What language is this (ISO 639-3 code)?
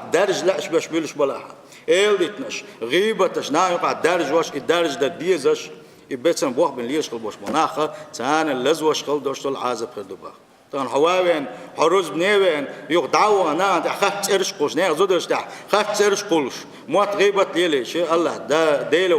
che